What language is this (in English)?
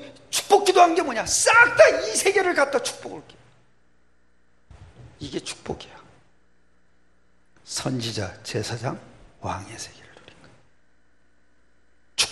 Korean